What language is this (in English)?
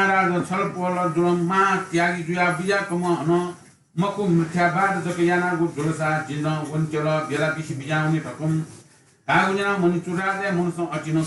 Newari